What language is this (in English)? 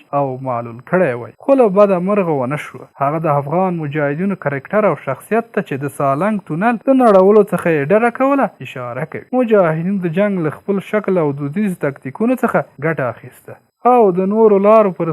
Pashto